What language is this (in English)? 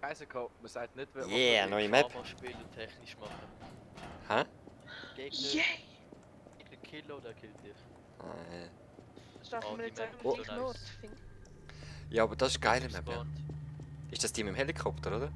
Swiss German